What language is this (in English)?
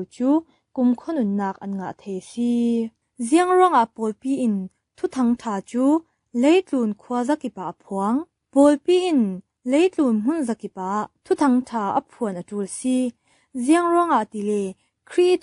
Falam Chin